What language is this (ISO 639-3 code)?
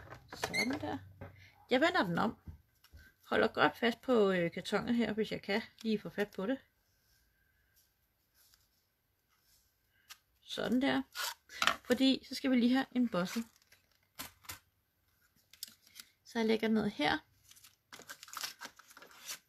dan